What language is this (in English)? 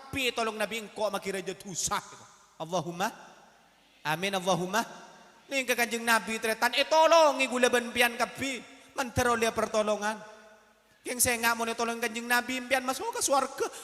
Madurese